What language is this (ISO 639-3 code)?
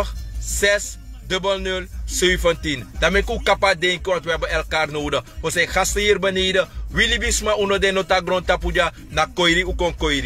srn